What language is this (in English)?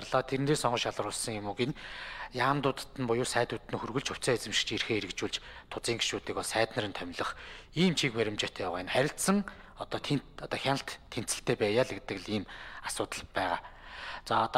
Mongolian